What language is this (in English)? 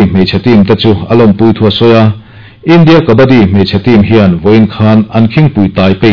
Mizo